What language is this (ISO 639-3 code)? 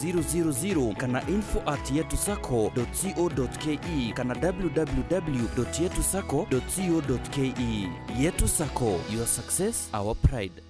mer